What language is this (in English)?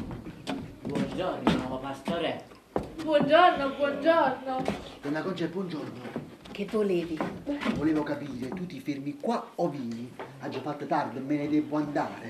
Neapolitan